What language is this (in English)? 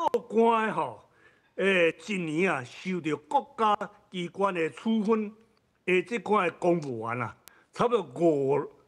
Min Nan Chinese